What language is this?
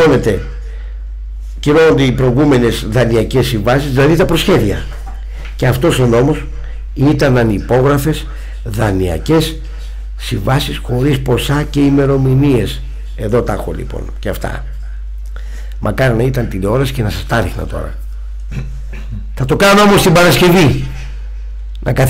Greek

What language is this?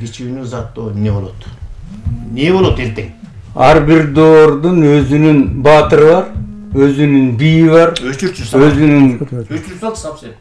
Kyrgyz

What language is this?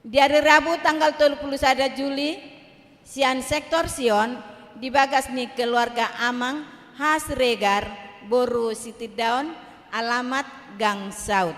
Batak Toba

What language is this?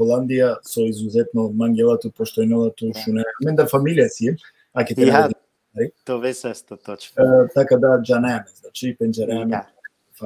Balkan Romani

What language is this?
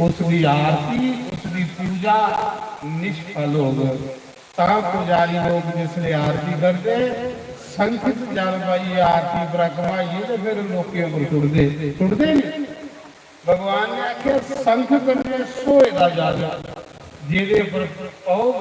Dogri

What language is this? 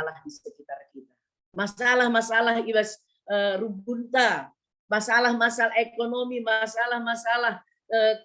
Batak Karo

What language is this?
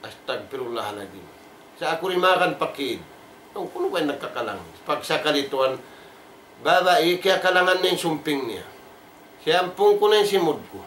Tausug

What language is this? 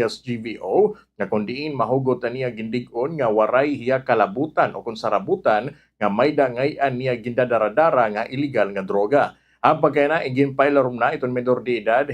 Waray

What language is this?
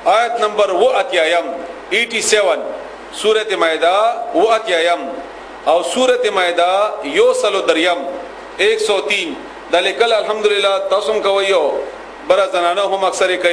Pashto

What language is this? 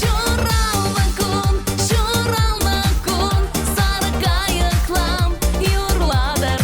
Chuvash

